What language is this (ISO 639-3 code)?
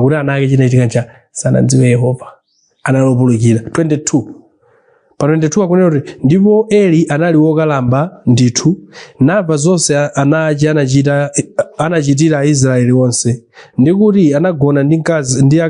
nya